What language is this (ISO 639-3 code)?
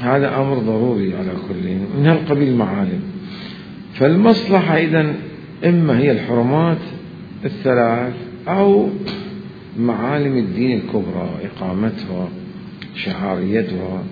acm